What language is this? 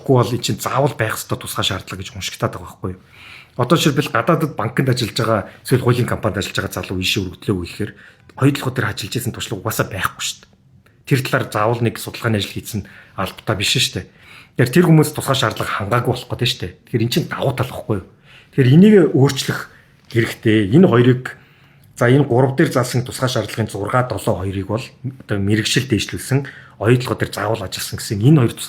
Mongolian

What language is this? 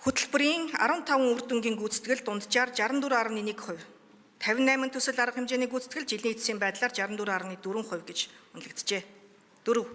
Mongolian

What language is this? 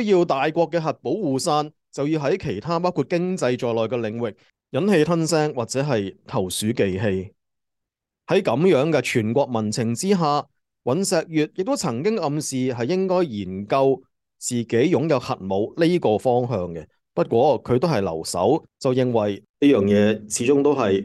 Cantonese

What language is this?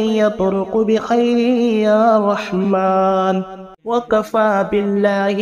Arabic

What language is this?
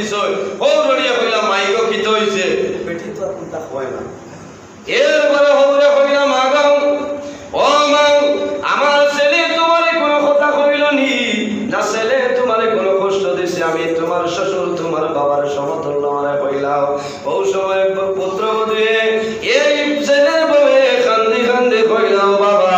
Sylheti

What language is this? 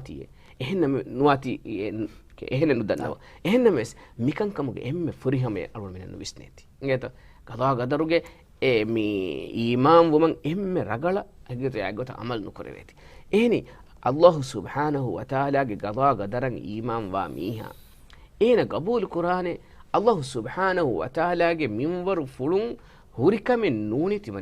Divehi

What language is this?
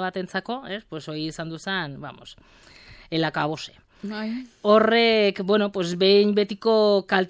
Basque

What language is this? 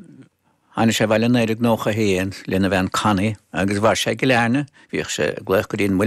Irish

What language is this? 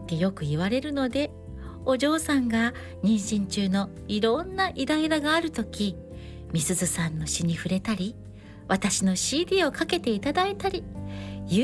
Japanese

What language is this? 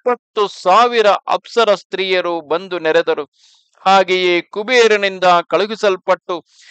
Kannada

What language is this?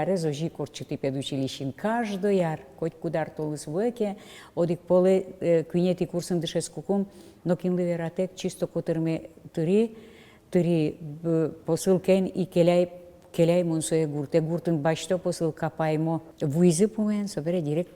Udmurt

